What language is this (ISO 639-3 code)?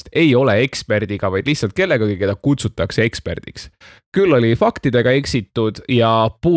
est